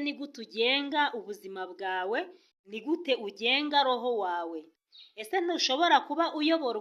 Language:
Kinyarwanda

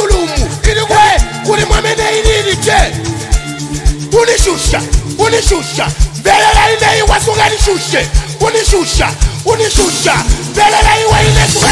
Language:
Swahili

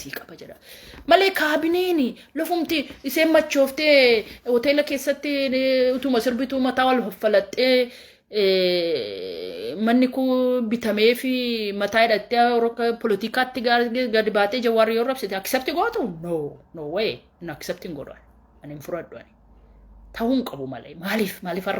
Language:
Oromo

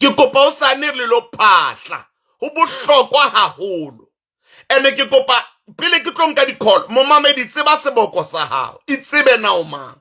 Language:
Southern Sotho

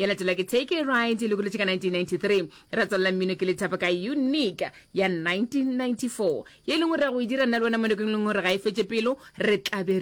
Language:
Northern Sotho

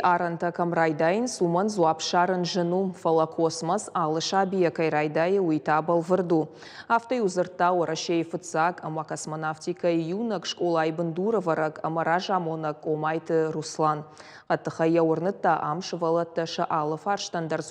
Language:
Ossetic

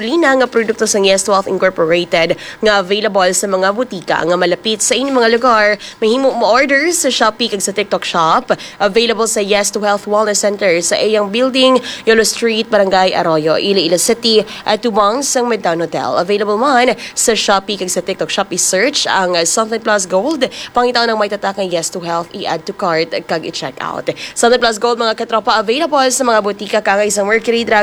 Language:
Hiligaynon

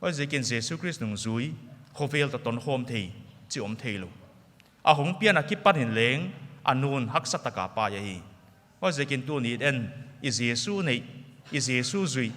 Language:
Paite Chin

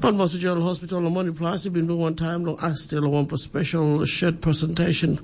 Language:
Tok Pisin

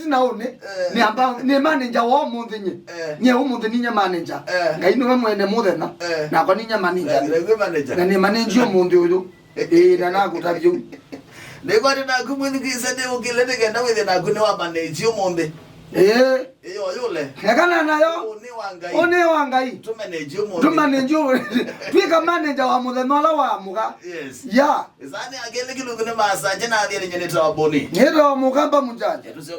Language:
Kamba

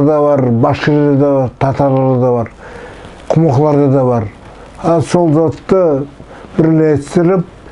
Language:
Nogai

